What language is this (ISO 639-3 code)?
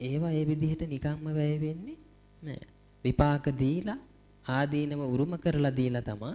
sin